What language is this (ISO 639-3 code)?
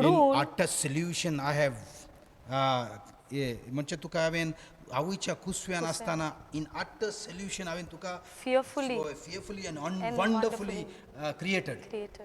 kok